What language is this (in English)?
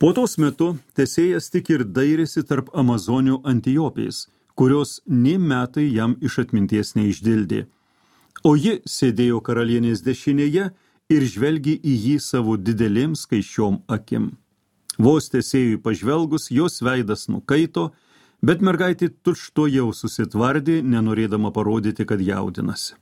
Lithuanian